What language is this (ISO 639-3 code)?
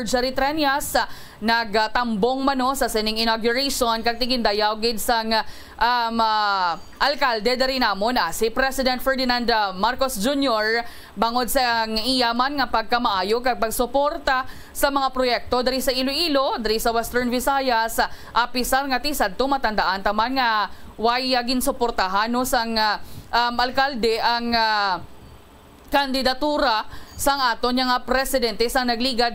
hil